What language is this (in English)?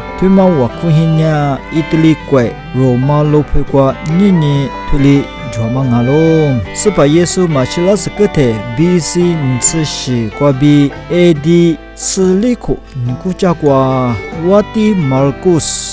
Lisu